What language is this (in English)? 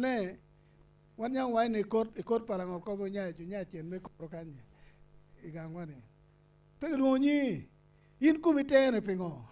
Acoli